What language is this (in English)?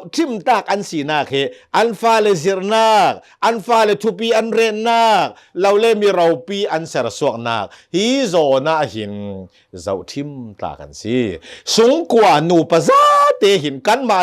Hakha Chin